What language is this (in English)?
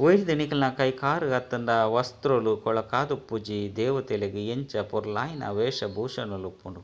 Tulu